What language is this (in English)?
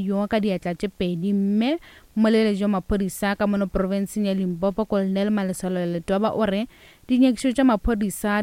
Northern Sotho